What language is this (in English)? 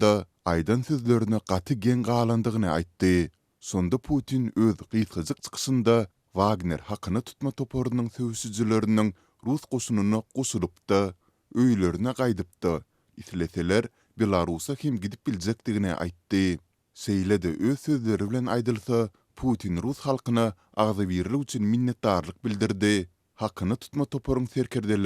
Turkmen